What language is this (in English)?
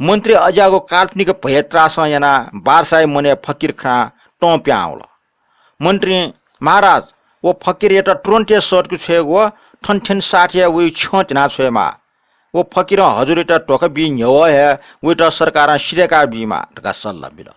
Newari